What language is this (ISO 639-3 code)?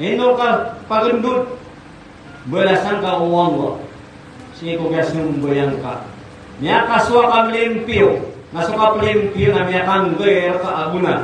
mrw